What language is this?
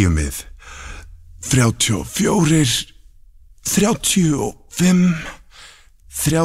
Icelandic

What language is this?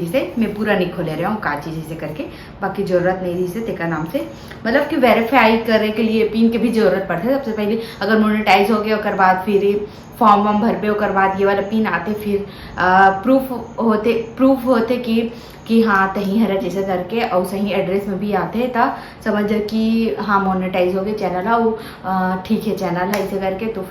Chhattisgarhi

